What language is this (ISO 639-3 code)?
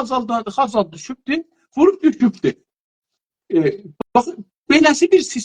azb